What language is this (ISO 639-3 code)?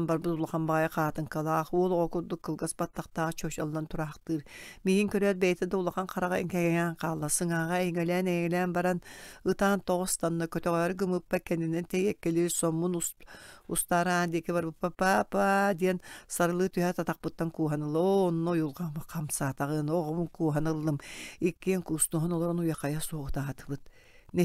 sah